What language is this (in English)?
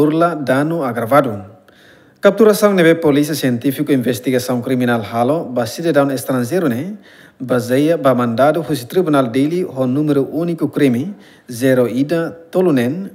Tetum